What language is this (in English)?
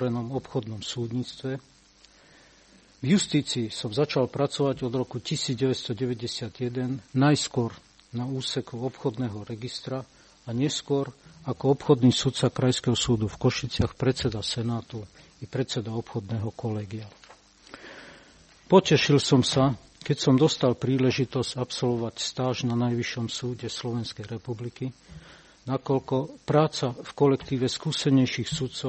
Slovak